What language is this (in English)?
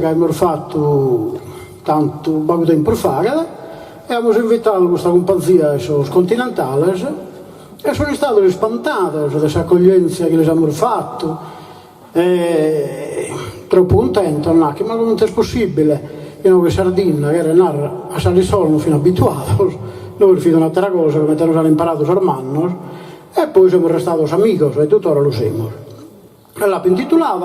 Sardinian